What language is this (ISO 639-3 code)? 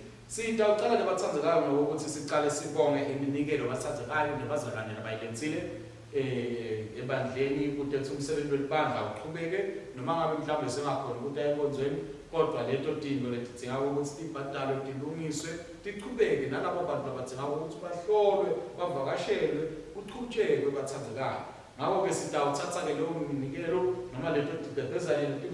ssw